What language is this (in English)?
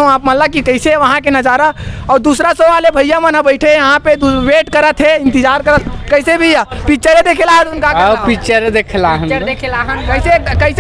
Chhattisgarhi